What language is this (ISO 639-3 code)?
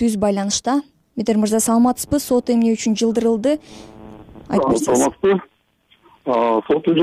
kir